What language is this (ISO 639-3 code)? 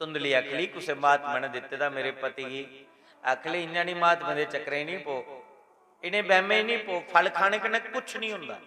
doi